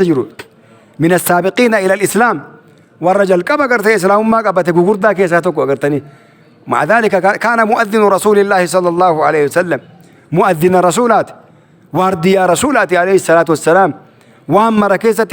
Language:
Oromo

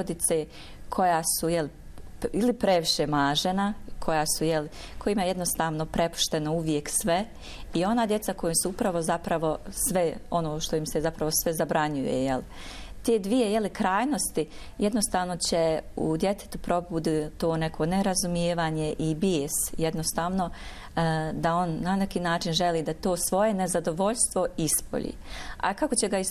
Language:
Bosnian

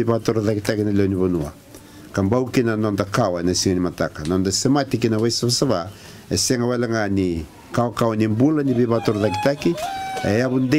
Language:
Fijian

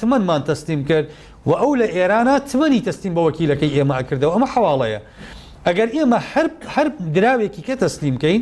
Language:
Central Kurdish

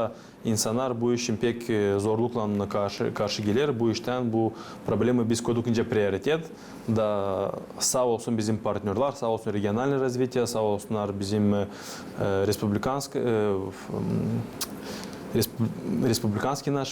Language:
Gagauz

